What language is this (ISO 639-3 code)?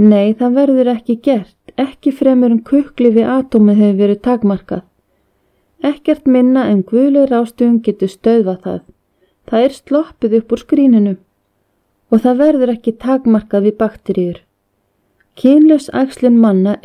isl